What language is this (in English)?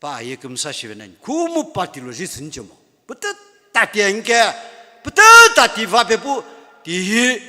Sumi Naga